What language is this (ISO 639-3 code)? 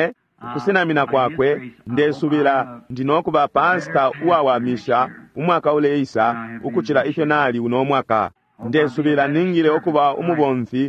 bem